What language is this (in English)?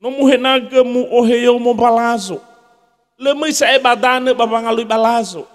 Nias